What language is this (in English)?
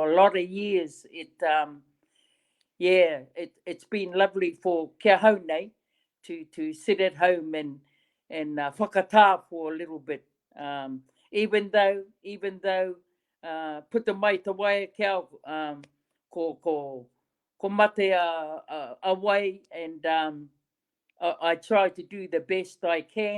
Māori